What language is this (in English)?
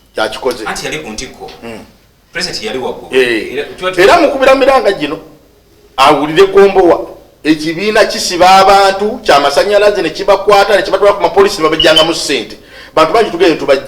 Ganda